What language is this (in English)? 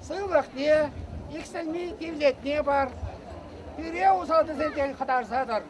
Chuvash